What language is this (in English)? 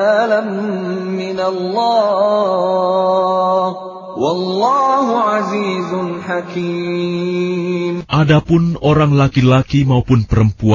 Indonesian